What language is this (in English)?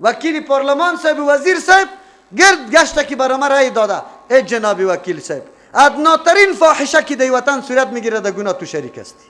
Persian